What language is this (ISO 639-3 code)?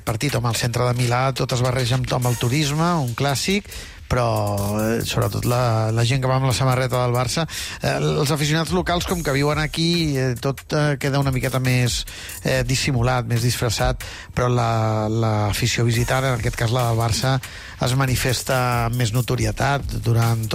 cat